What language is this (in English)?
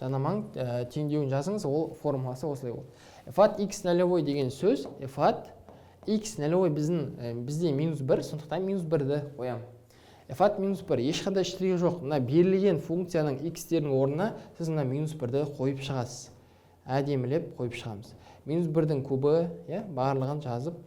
Kazakh